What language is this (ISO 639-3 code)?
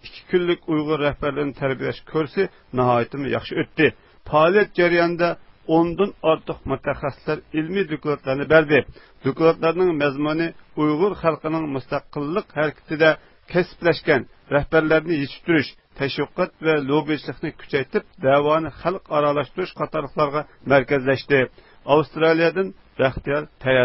uig